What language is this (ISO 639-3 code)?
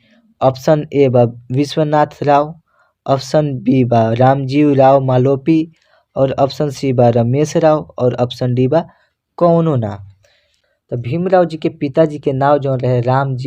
bho